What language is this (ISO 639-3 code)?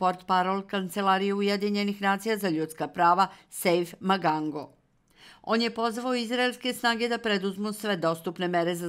srp